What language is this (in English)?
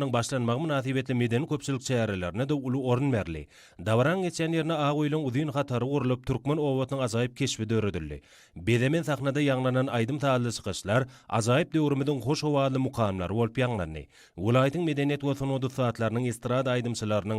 Turkmen